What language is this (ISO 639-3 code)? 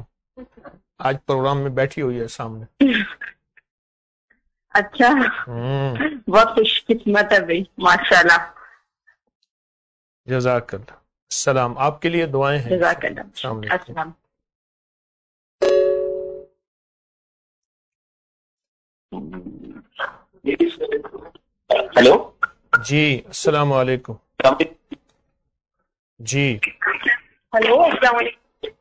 urd